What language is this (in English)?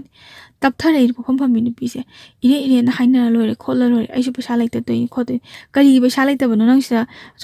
Manipuri